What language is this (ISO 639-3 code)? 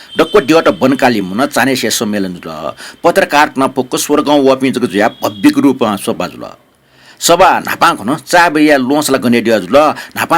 new